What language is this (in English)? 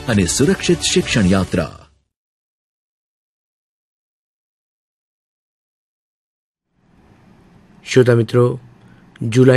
Gujarati